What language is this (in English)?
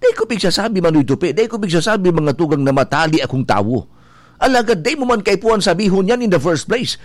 Bikol